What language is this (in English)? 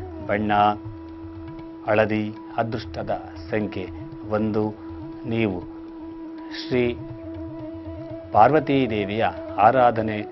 Kannada